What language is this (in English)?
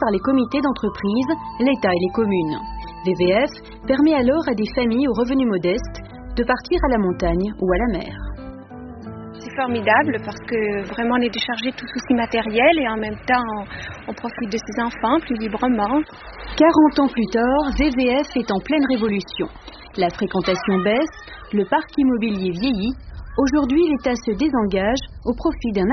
French